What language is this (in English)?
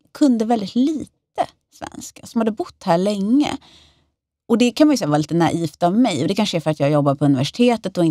Swedish